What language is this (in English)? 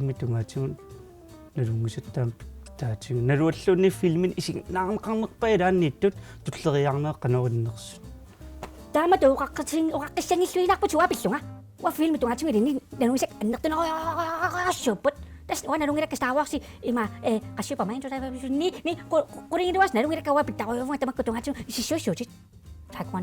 Kalaallisut